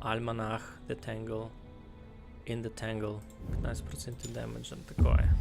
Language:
Rusyn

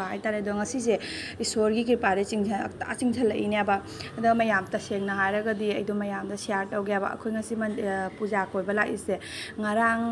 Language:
Manipuri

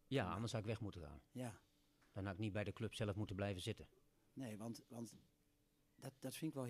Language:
Dutch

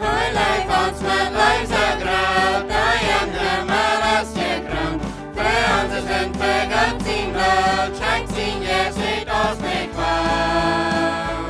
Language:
Plautdietsch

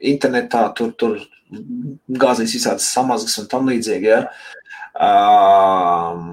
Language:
Latvian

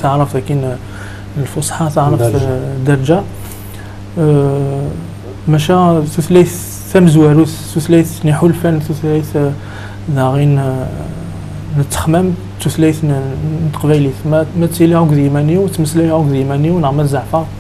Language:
Kabyle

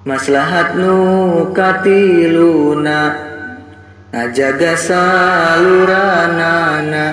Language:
Sundanese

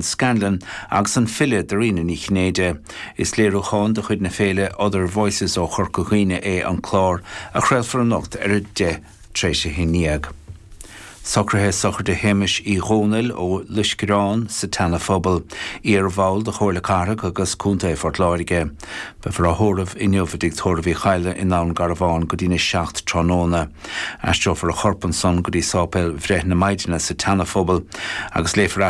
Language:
Irish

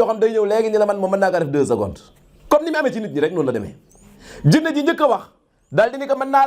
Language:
Wolof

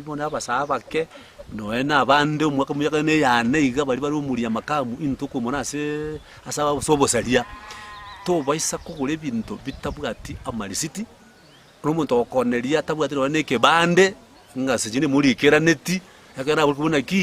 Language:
Gusii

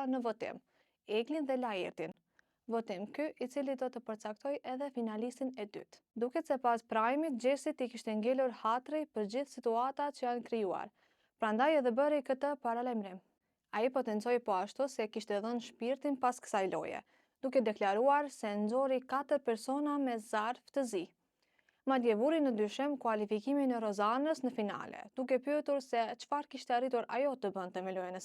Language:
Albanian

